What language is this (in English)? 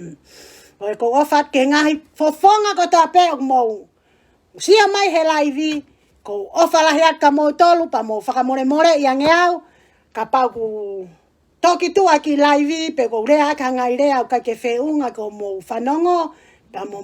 Tongan